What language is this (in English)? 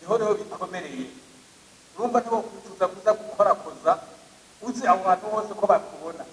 Rundi